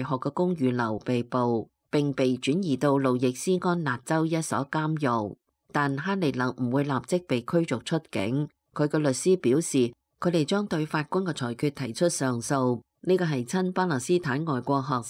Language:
Cantonese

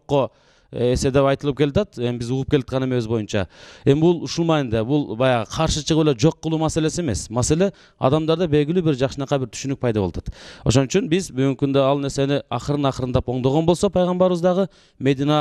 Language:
Kyrgyz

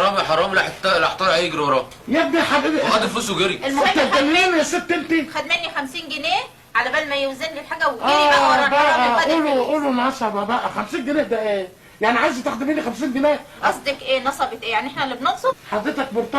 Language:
Egyptian Arabic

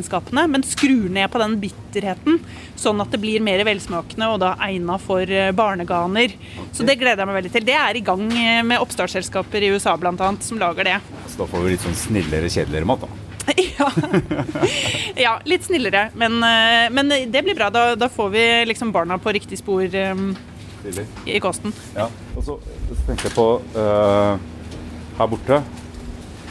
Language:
Norwegian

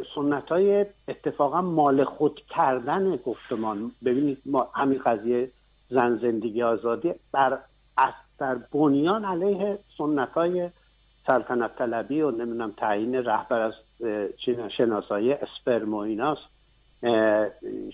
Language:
Persian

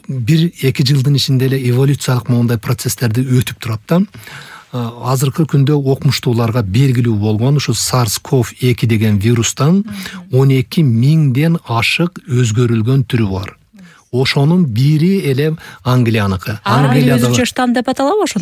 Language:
Kyrgyz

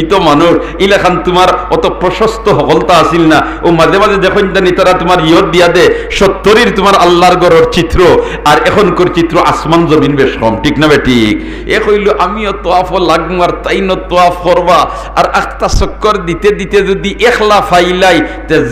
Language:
Sylheti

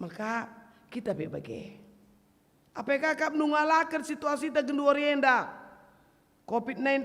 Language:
Batak Karo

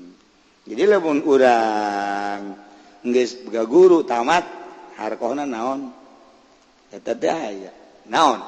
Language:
Sundanese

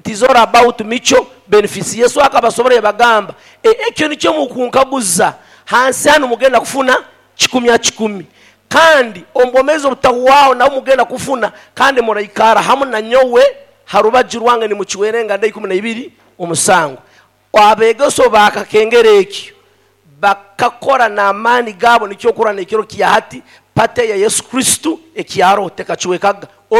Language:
Nyoro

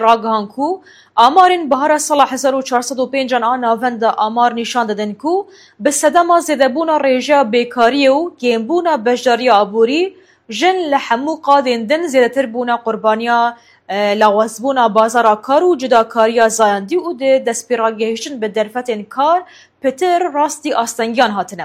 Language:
Kurdish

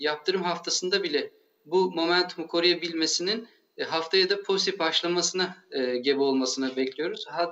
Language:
Turkish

